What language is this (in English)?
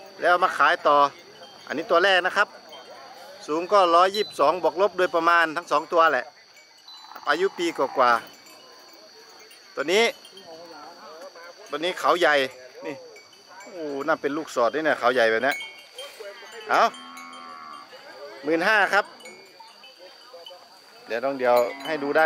Thai